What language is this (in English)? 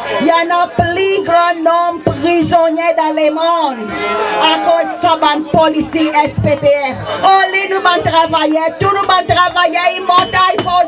Seselwa Creole French